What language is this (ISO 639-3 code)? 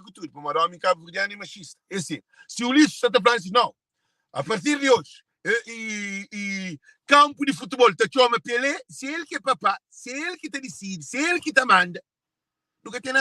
kea